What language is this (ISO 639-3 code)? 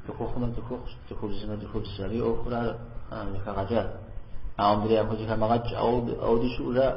kbd